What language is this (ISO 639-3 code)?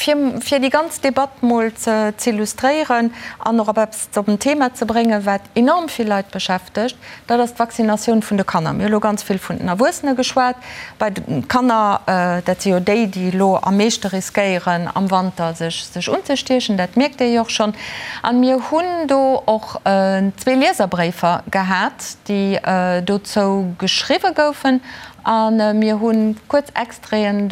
ltz